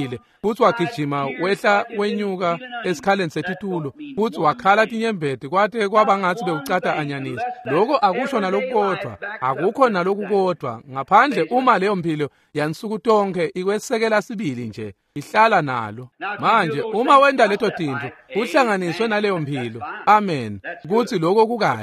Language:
Swati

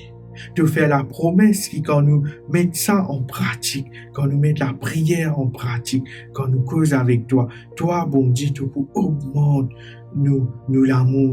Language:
Morisyen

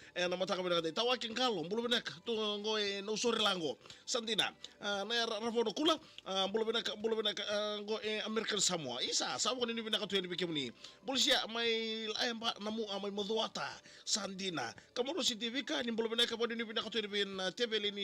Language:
Fijian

